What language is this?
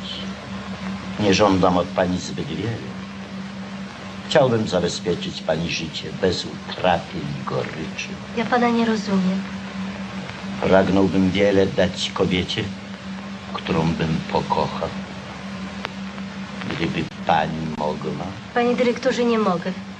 Polish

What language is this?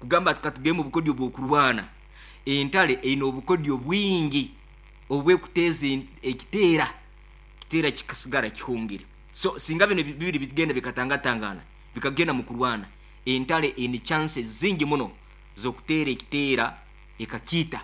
Nyankole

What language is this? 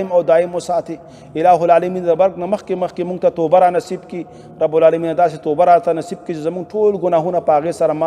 Pashto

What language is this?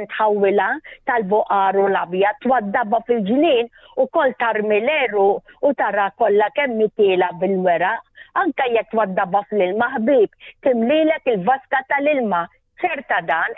Maltese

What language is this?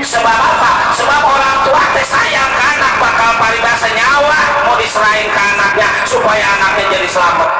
Betawi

